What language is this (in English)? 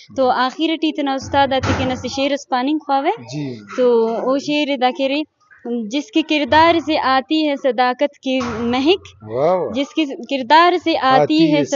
Brahui